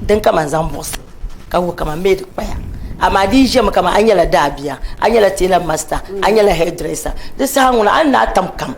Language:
Dagbani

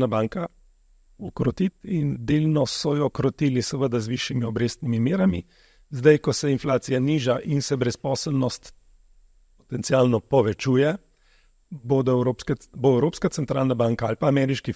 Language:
Slovenian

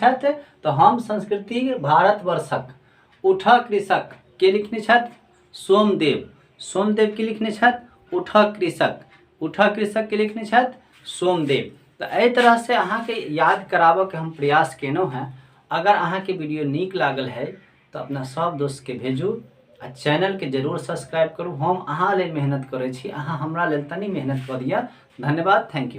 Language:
Maithili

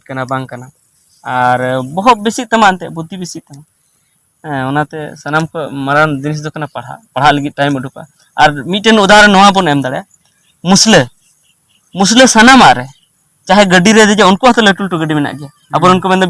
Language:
Santali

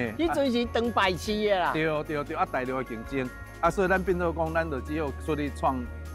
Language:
Min Nan Chinese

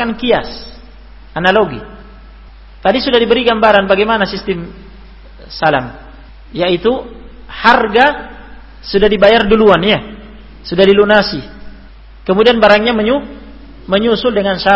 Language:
Indonesian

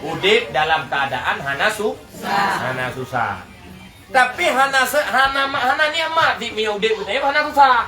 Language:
Achinese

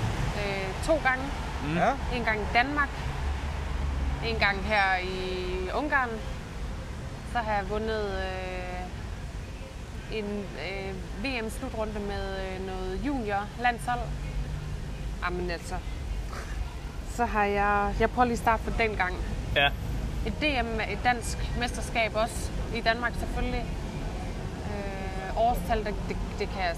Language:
Danish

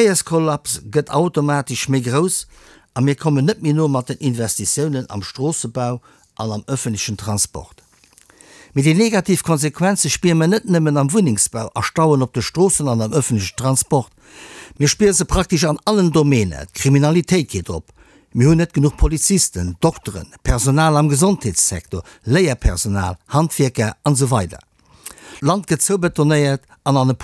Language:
Luxembourgish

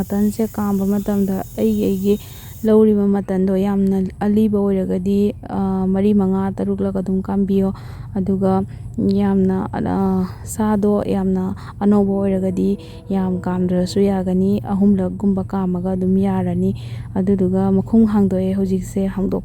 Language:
Manipuri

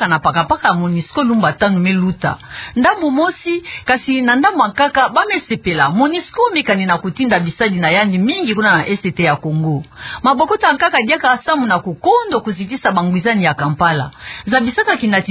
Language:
Kituba (Democratic Republic of Congo)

